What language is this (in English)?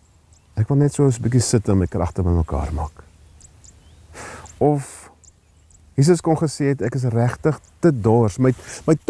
Afrikaans